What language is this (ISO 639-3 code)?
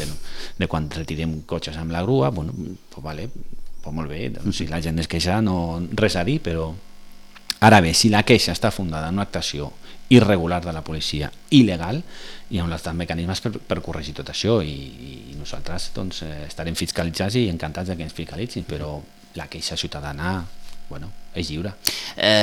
cat